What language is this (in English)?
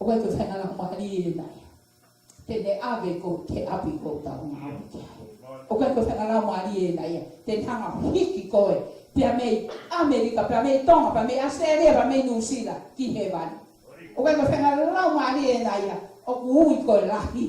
Tongan